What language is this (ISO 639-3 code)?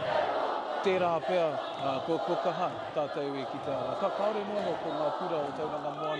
mri